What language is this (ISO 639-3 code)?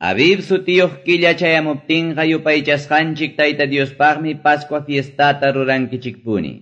que